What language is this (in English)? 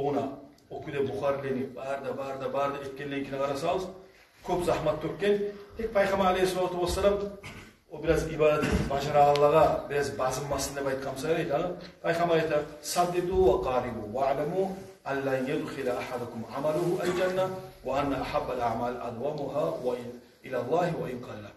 Kumyk